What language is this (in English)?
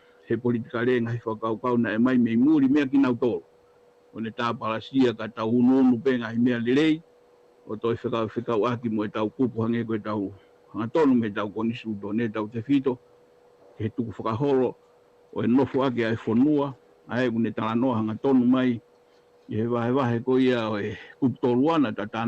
Tongan